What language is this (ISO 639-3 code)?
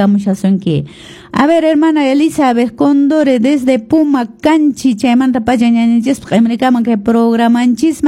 que